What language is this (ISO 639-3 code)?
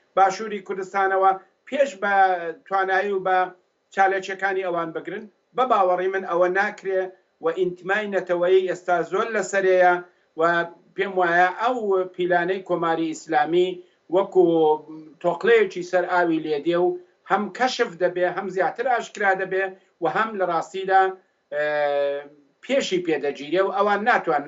ckb